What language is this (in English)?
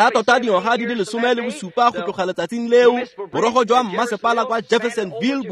Tswana